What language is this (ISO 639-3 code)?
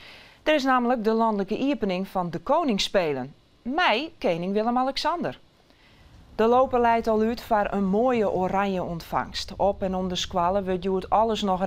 fry